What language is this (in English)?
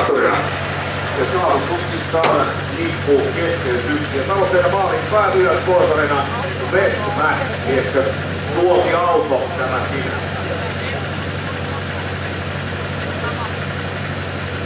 Finnish